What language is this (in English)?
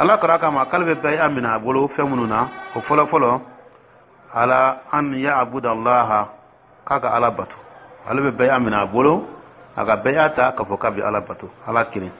Dyula